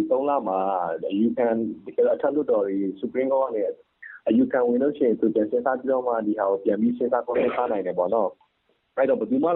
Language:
Burmese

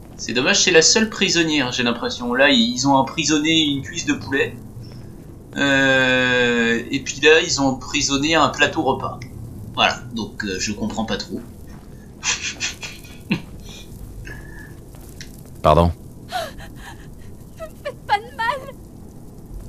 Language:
French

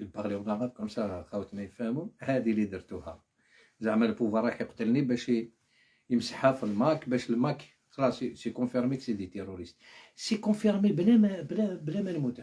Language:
Algerian Arabic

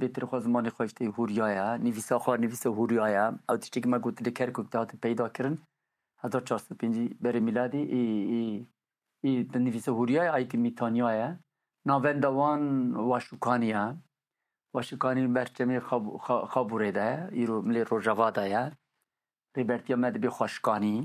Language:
Kurdish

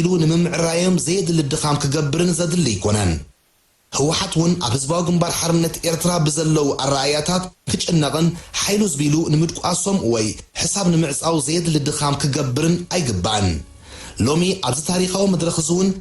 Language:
Tigrinya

